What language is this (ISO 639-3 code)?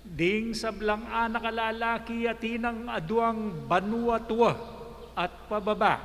pam